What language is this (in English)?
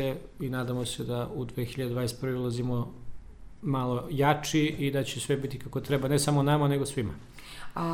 Serbian